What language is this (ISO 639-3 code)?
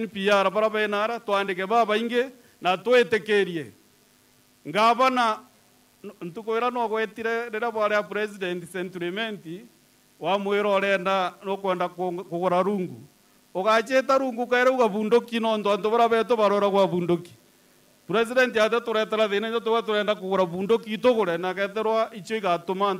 mer